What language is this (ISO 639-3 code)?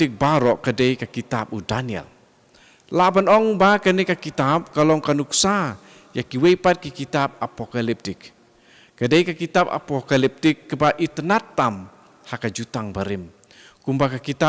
kha